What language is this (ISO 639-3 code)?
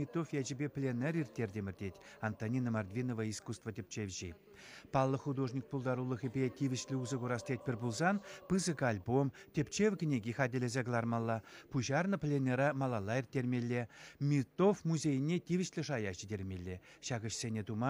chv